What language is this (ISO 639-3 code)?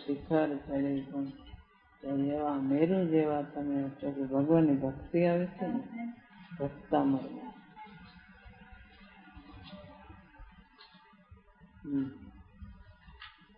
guj